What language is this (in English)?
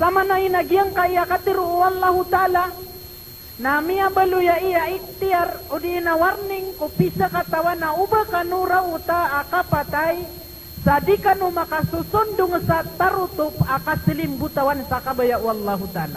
Maranao